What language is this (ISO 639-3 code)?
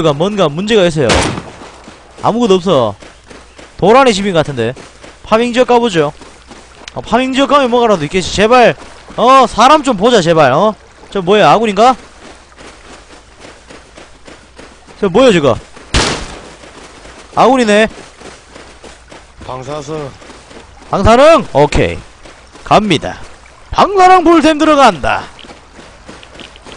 kor